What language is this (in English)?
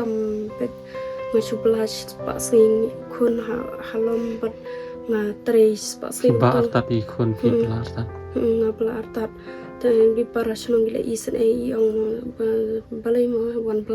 Khasi